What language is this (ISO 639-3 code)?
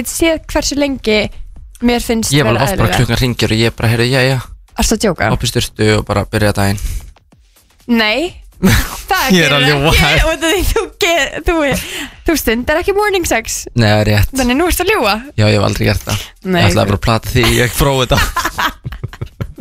isl